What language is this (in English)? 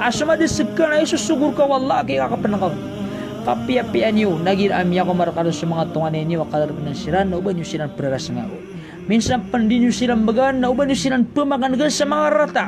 Maranao